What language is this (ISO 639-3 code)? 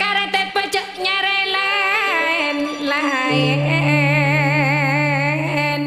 mad